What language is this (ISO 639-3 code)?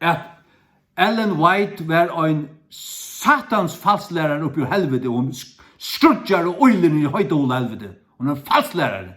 fao